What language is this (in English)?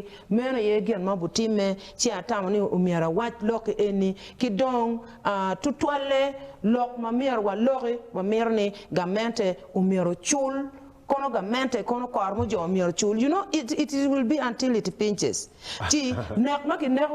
Acoli